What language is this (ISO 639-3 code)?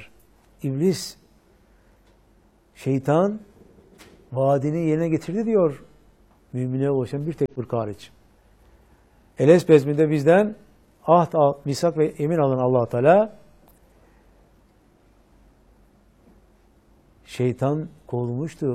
tur